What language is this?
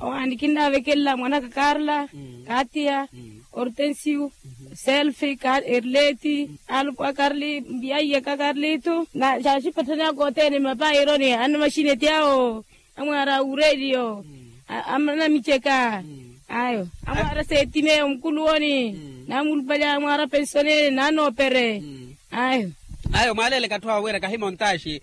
Makhuwa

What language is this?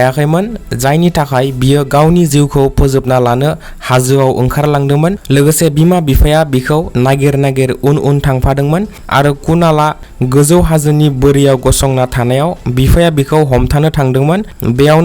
Bodo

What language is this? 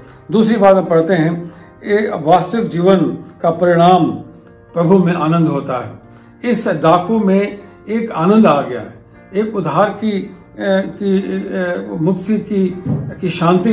Hindi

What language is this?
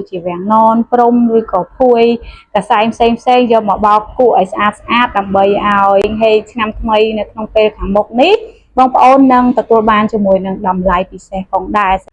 Khmer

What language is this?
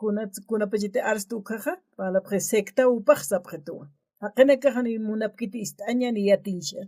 Aymara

